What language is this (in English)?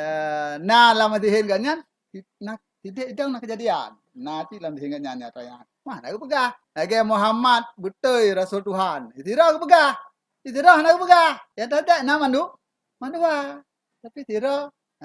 Achinese